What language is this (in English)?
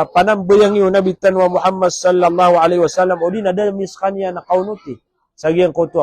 Maranao